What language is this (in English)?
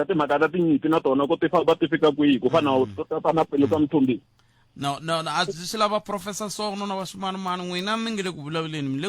Tsonga